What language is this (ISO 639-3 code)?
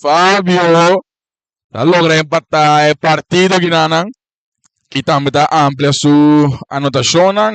pap